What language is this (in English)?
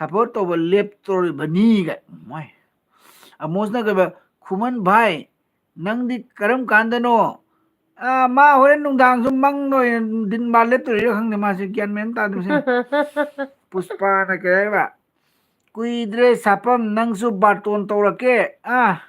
Manipuri